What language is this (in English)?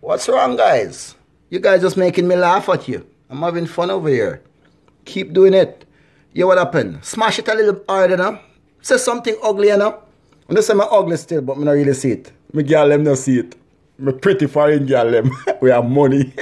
Jamaican Creole English